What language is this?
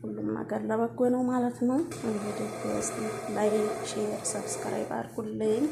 Amharic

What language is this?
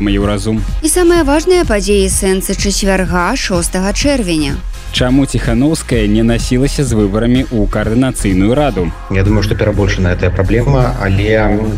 Belarusian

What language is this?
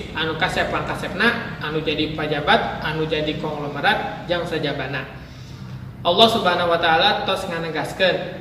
Sundanese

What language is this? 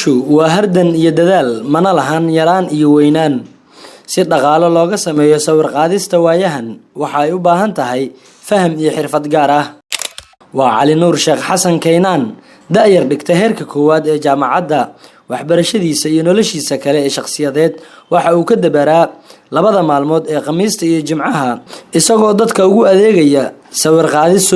Somali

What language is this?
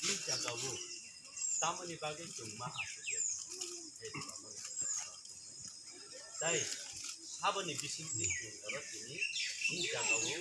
Kok Borok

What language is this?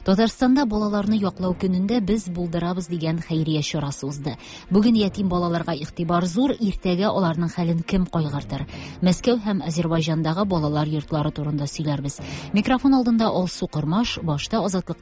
Tatar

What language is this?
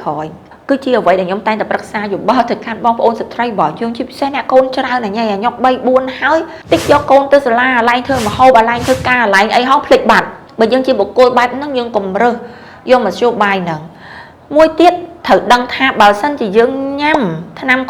Khmer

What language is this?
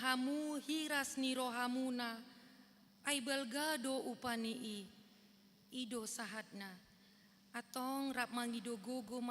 Batak Toba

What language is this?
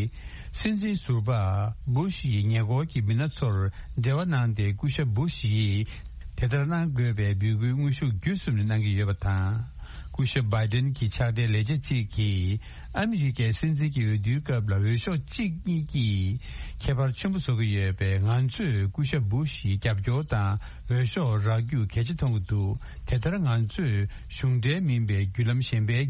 Tibetan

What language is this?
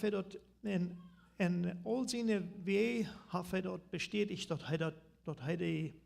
Plautdietsch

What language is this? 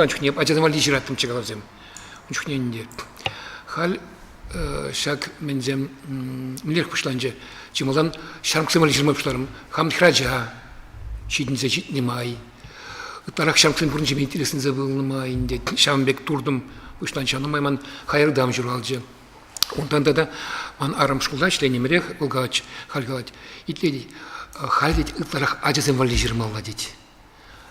Chuvash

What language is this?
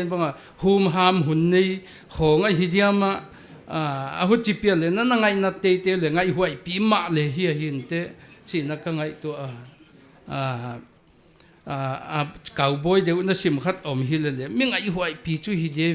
Paite Chin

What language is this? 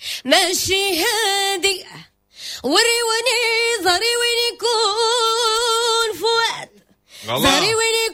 Moroccan Arabic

